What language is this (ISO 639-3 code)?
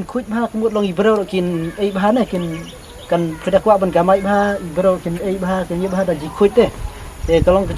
kha